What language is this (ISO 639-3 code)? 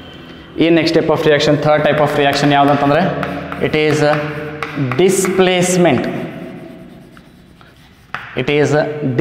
kan